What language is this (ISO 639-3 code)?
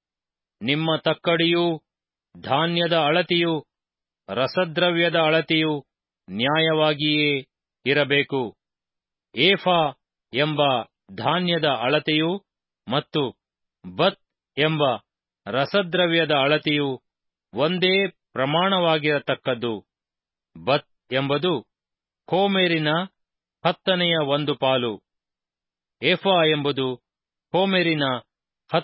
kan